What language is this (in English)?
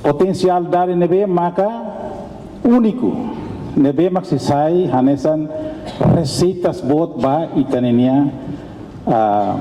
Tetum